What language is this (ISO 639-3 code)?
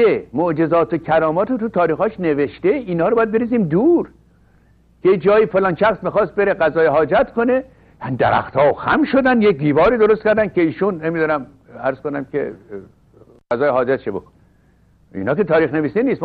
fas